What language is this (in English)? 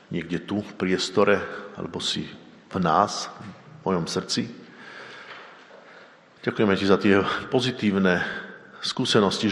Slovak